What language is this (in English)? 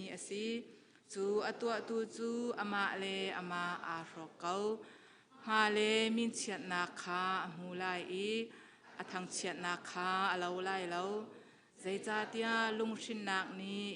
Hakha Chin